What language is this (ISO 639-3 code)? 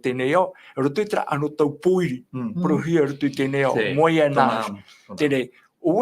tah